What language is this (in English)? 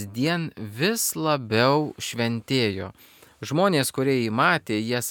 Lithuanian